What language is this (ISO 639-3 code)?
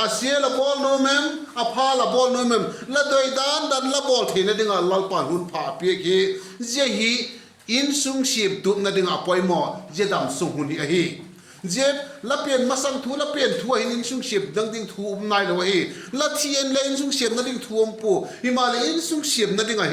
vap